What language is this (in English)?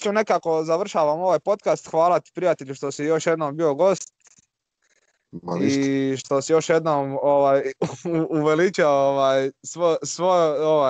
Croatian